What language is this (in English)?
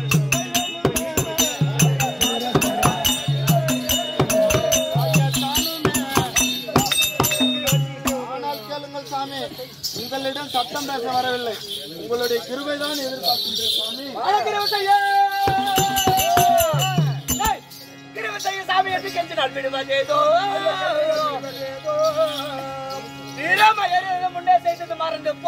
Tamil